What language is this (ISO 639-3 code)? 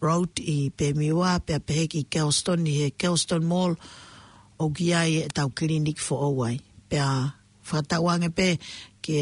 ton